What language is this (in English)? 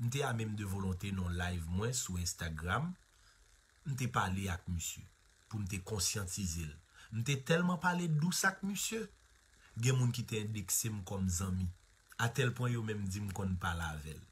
Haitian Creole